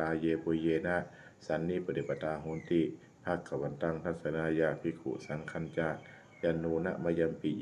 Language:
Pali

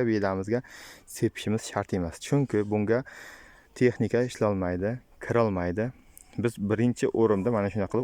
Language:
Uzbek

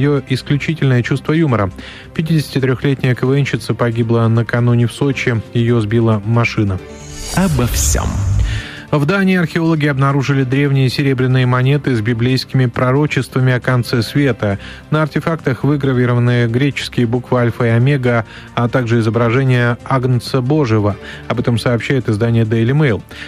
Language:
Russian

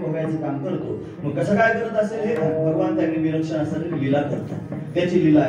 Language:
Marathi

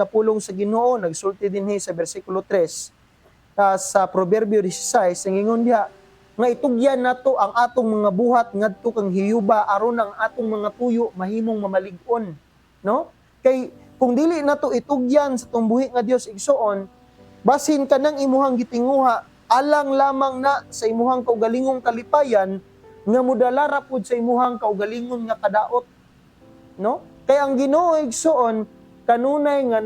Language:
Cebuano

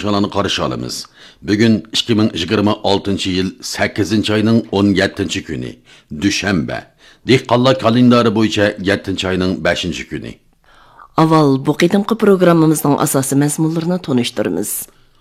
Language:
Uyghur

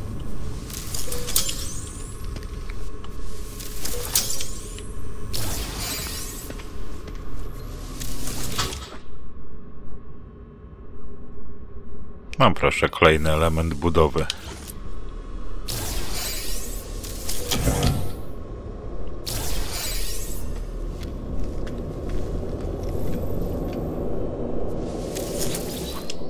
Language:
Polish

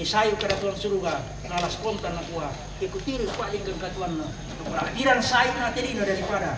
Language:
Toraja-Sa'dan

